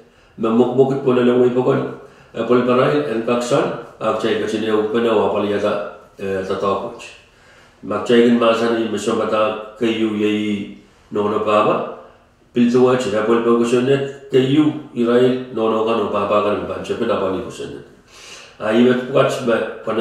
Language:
Pohnpeian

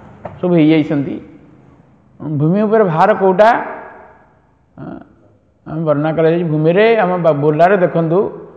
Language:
Odia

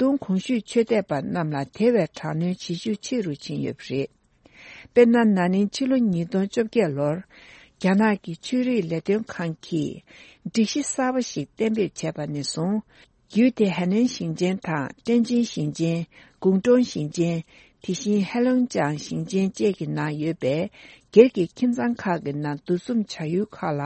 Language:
Tibetan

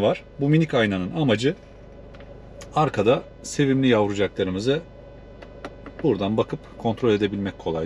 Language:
Turkish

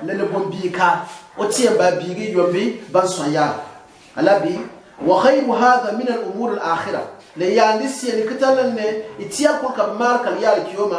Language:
Gourmanchéma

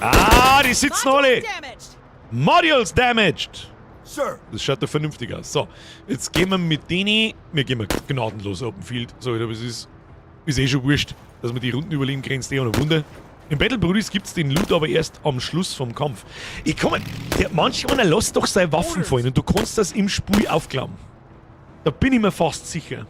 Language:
Bavarian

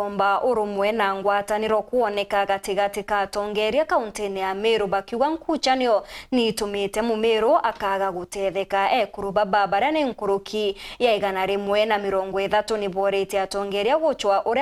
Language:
Meru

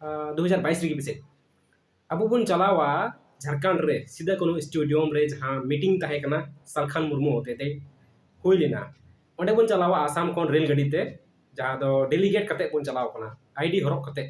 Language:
Santali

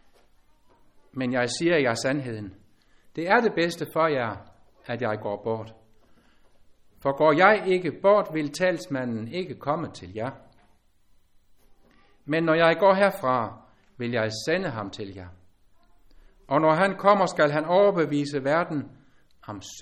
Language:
Danish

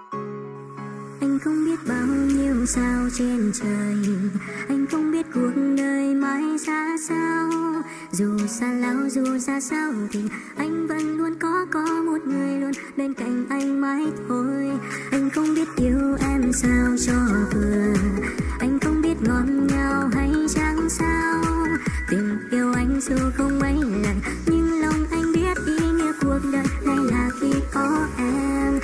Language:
Vietnamese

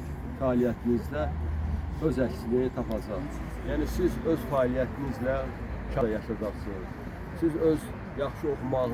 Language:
Azerbaijani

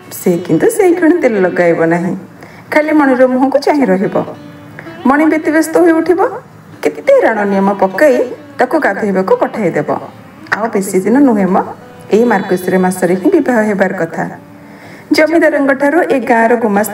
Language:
Odia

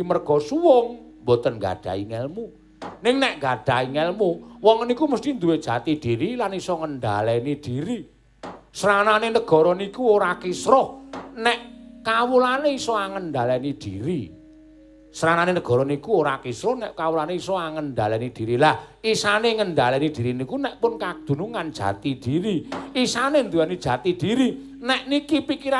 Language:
Javanese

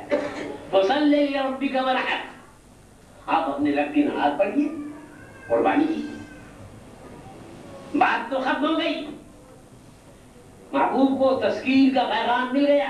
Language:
Urdu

